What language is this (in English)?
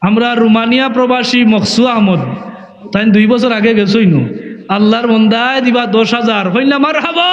Sylheti